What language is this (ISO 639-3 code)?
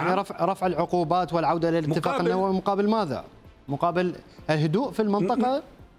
ara